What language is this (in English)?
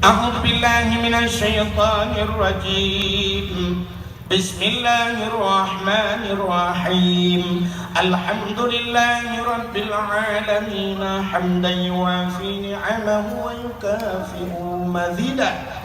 Achinese